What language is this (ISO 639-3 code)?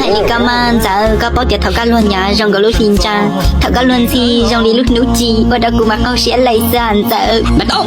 hmn